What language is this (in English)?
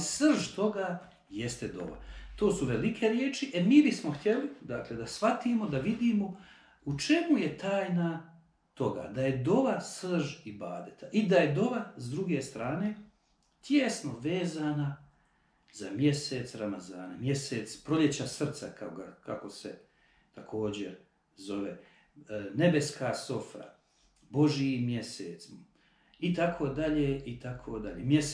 Bosnian